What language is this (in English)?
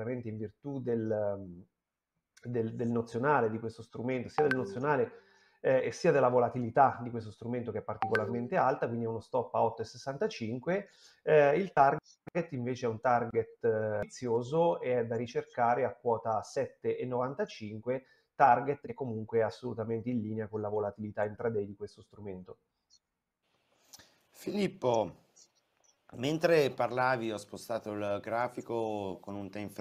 Italian